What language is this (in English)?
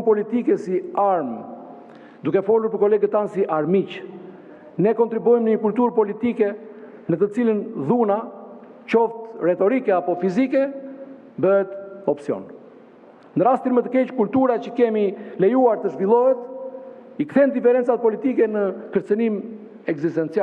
Albanian